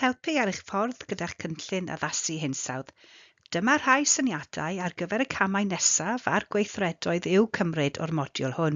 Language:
Welsh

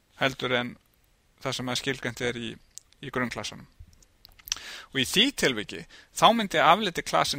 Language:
Icelandic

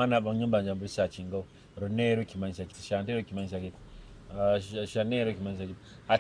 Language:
Nyoro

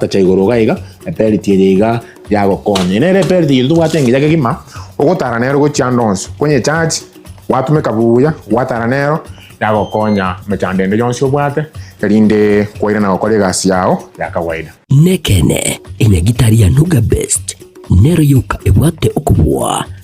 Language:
Gusii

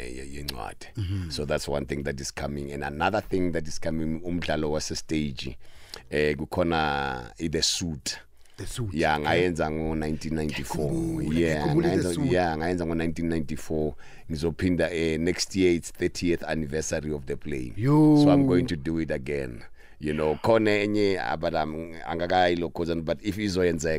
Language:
South Ndebele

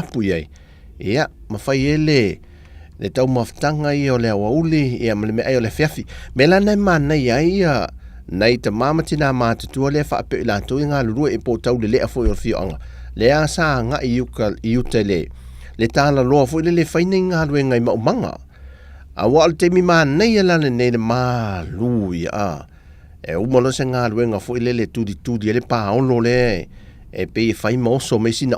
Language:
Samoan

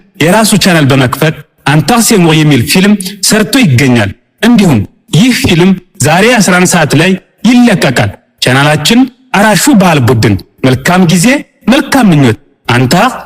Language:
Amharic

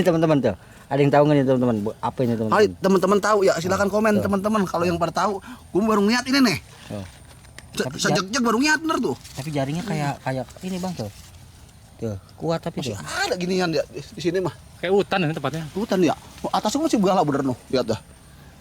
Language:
Betawi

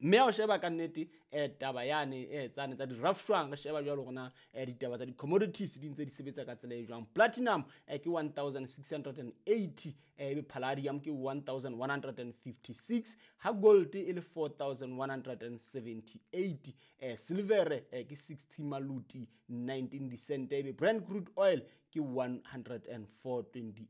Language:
Southern Sotho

